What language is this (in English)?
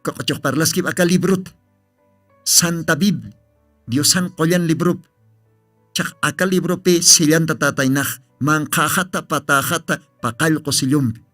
Aymara